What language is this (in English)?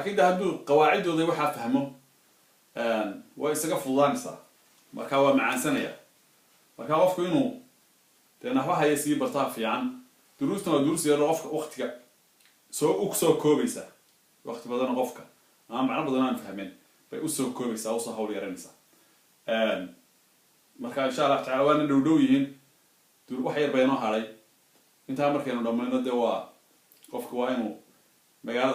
Somali